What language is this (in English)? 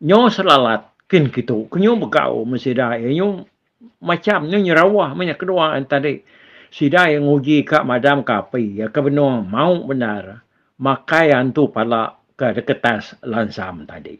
Iban